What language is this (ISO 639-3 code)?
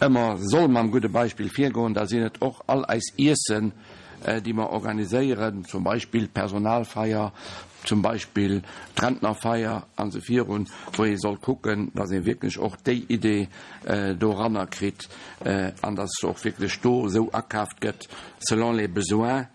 ltz